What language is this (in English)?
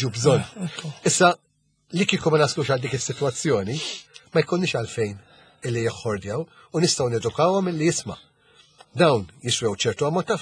Maltese